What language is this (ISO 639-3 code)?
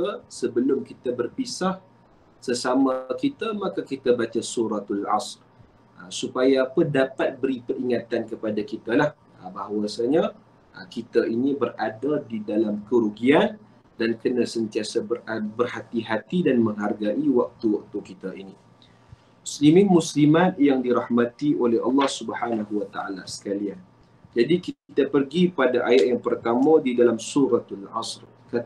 msa